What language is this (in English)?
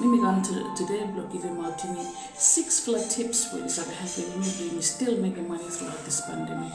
Bislama